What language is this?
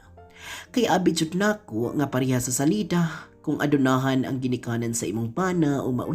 Cebuano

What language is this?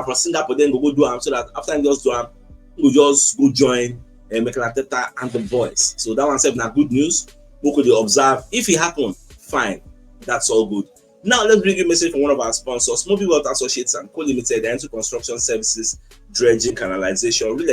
Nigerian Pidgin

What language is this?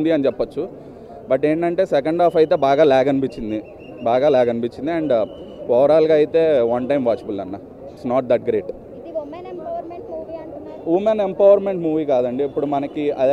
Telugu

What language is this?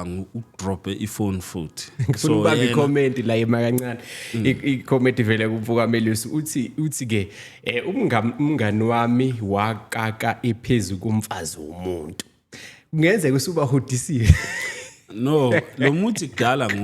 Zulu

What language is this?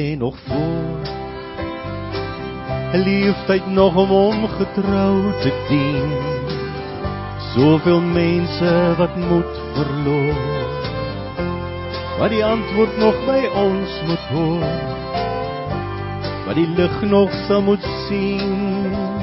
Afrikaans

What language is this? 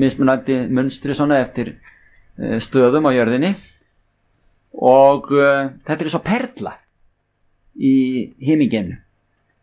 Icelandic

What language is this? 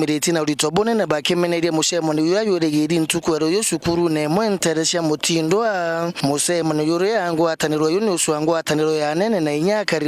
Meru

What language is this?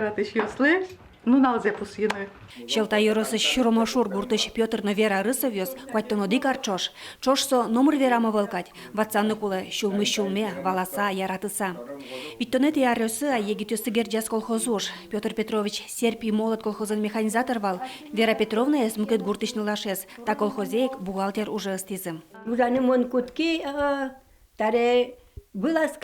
Udmurt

